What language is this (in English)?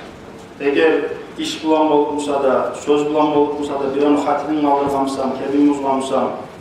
Kumyk